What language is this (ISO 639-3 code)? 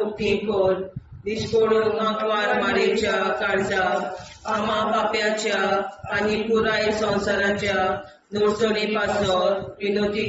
kok